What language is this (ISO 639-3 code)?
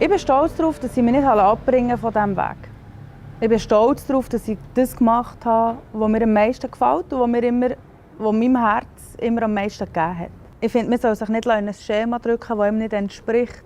gsw